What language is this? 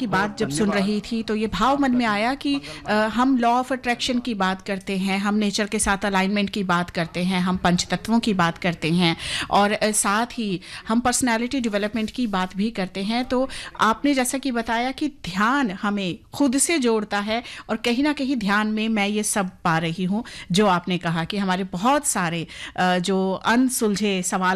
Hindi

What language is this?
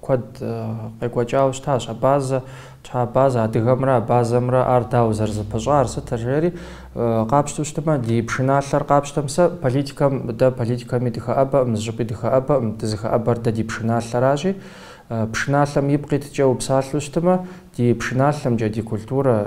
Kabardian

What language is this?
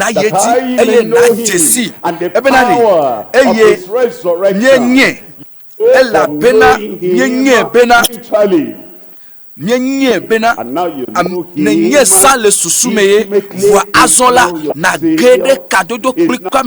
Ewe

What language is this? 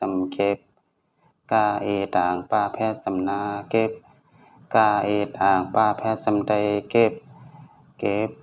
Shan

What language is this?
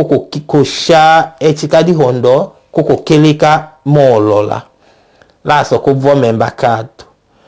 Tetela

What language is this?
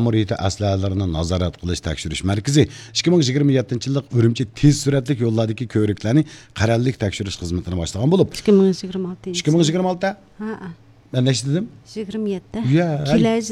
Uyghur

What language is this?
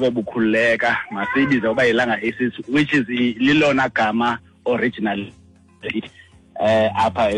Xhosa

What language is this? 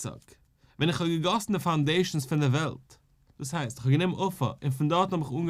Yiddish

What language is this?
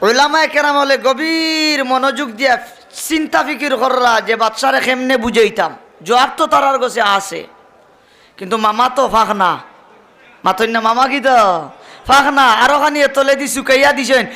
Sylheti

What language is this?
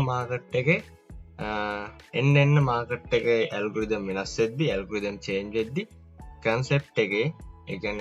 Sinhala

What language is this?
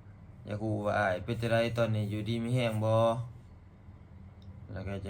Lao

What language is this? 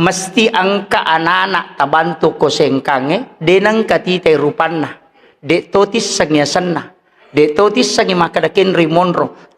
Buginese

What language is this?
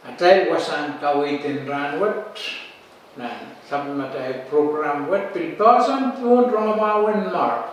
Pohnpeian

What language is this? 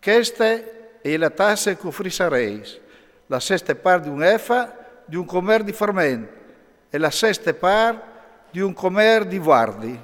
Friulian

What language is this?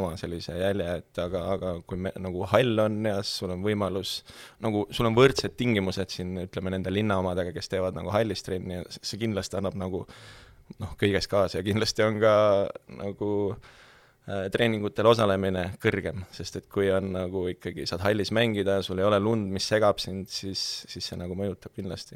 Estonian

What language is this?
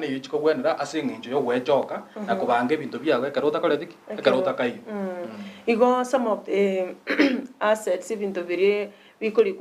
Gusii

